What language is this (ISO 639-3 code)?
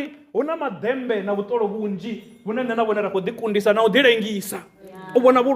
ven